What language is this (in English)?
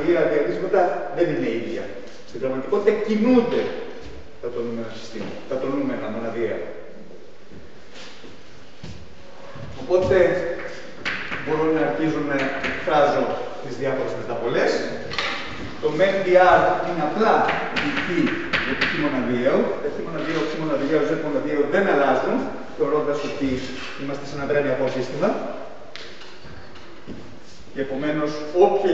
Greek